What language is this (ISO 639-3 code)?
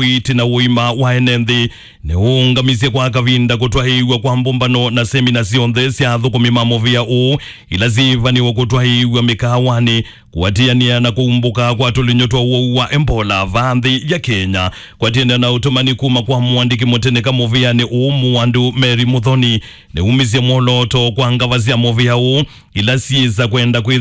kam